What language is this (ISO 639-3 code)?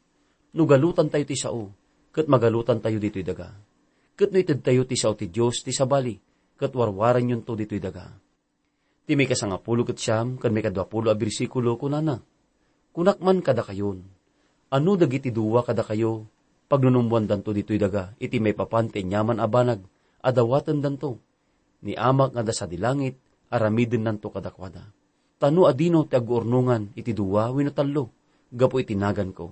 ilo